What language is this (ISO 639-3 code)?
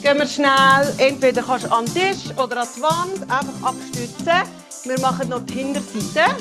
gsw